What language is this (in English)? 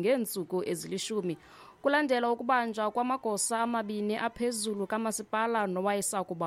Xhosa